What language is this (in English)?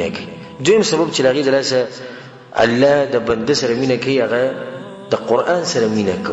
Pashto